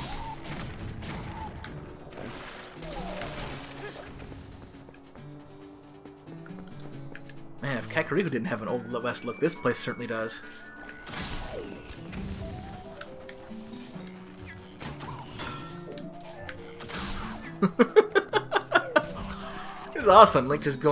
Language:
English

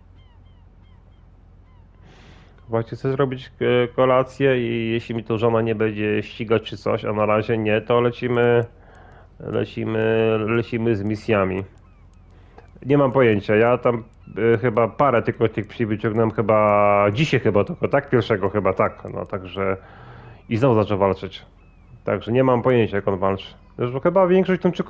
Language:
Polish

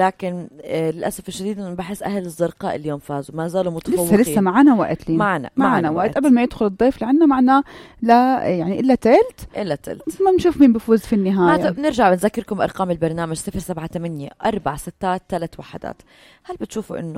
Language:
North Levantine Arabic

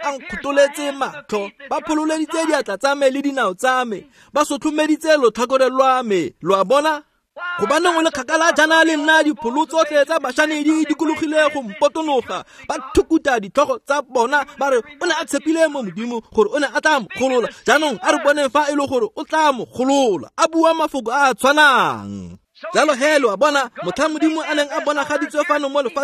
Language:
Tswana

